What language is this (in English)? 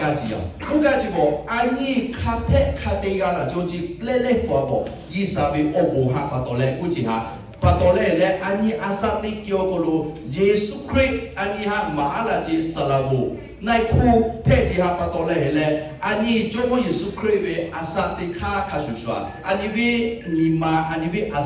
Lahu